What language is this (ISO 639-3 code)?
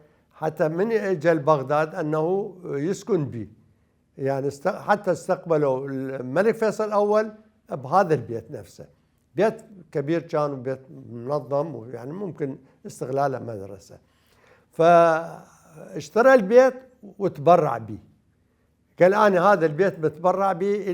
acm